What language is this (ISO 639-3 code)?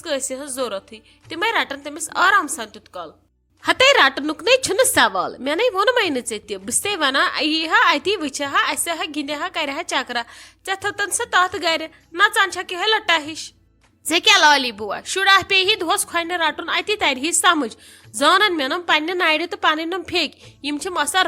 kas